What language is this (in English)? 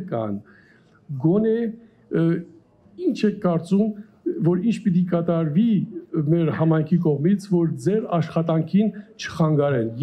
Armenian